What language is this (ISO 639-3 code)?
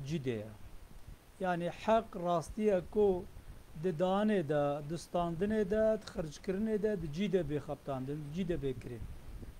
kur